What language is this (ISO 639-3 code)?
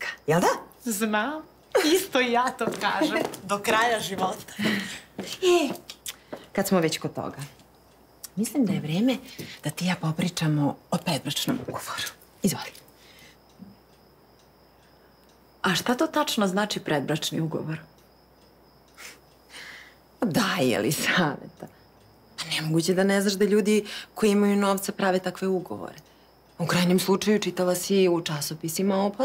srp